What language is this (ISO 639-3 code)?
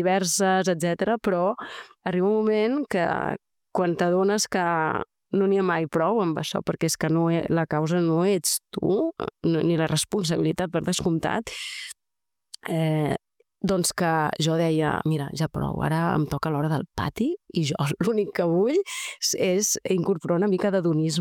cat